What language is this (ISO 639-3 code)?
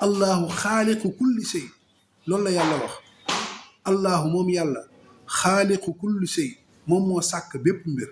wol